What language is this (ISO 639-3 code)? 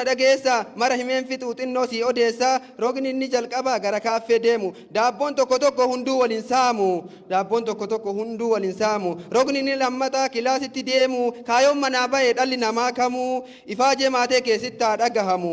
orm